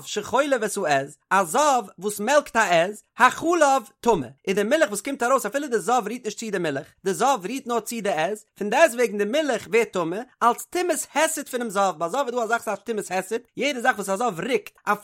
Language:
Yiddish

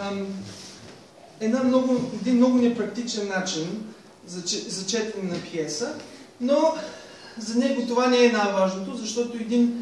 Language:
Bulgarian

